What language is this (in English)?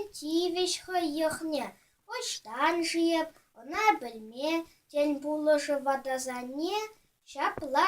Chuvash